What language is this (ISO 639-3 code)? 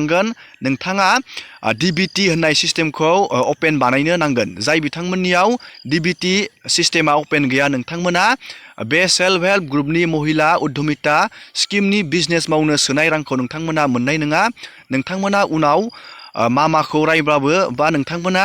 brx